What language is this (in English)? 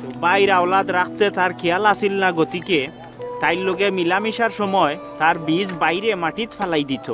Sylheti